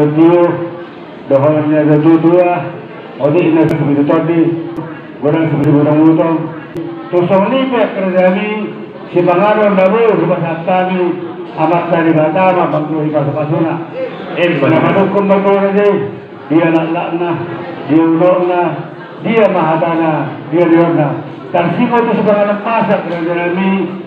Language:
Batak Toba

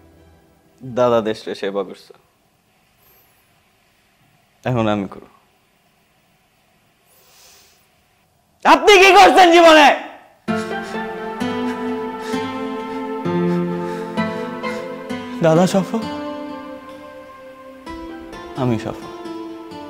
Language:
Bangla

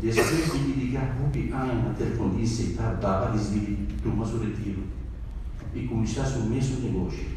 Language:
Papiamento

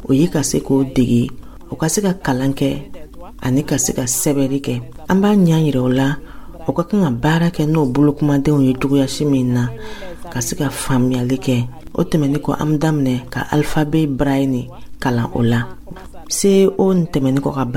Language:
Dyula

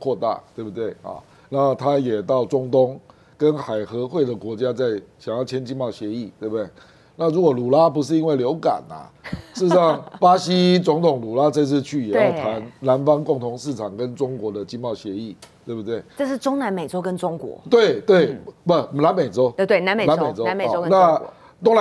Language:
Chinese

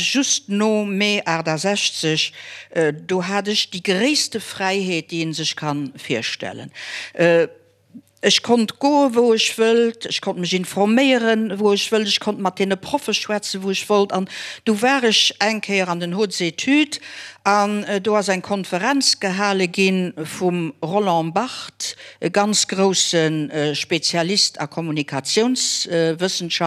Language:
Luxembourgish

